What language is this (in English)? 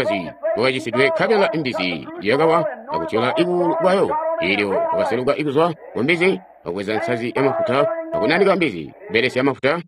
Tonga (Zambia)